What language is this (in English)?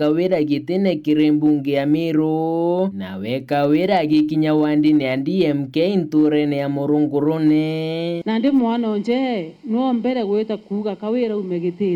Meru